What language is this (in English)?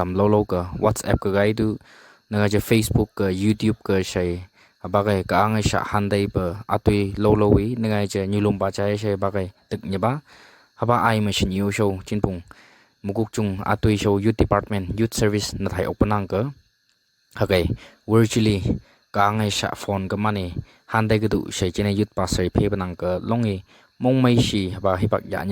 Phom Naga